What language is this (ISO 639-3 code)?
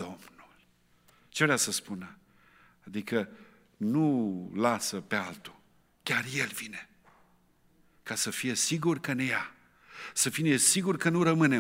ron